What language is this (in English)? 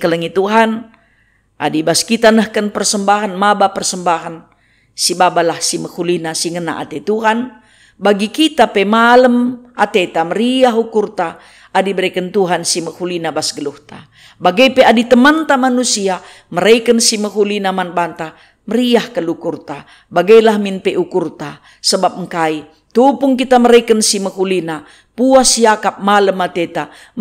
Batak Karo